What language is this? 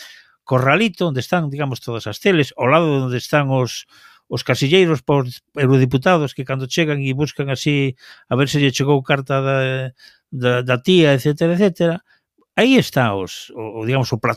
Galician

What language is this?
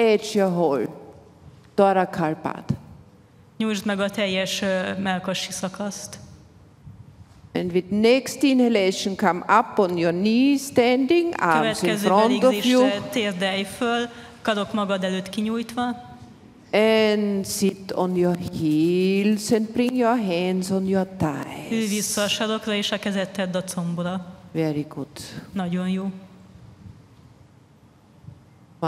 Hungarian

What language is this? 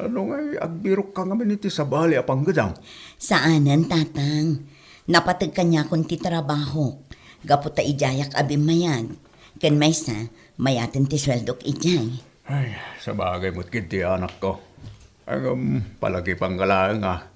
Iloko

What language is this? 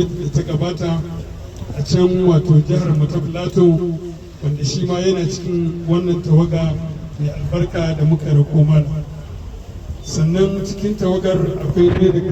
Hausa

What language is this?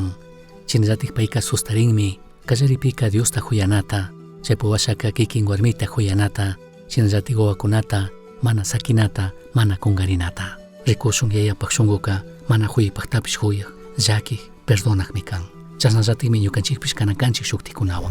Chimborazo Highland Quichua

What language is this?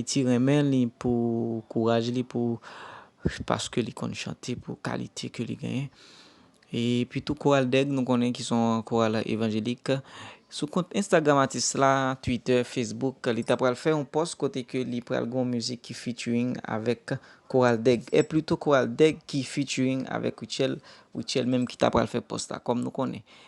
Haitian Creole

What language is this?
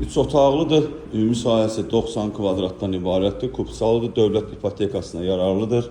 Azerbaijani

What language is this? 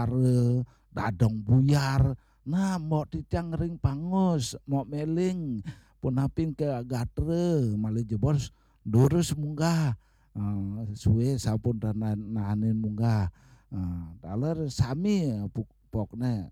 Balinese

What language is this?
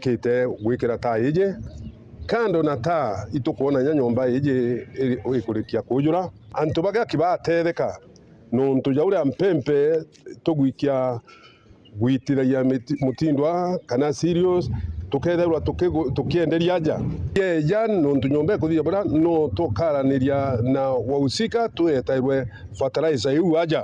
Meru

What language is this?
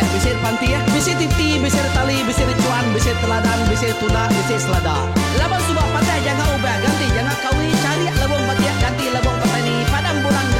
Iban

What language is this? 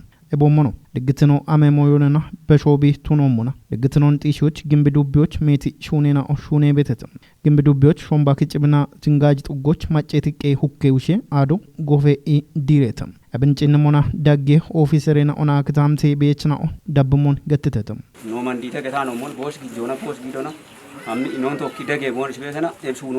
Kafa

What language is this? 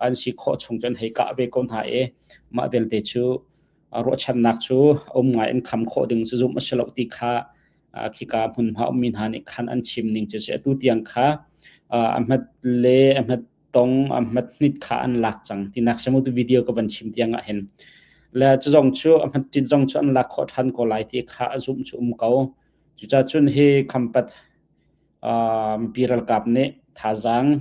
Hakha Chin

